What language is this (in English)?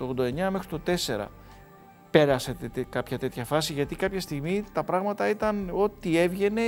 Greek